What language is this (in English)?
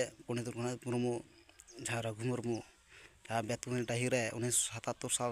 Santali